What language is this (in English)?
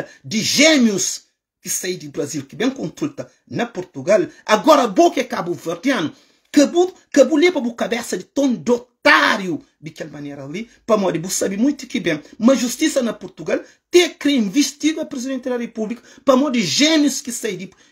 Kabuverdianu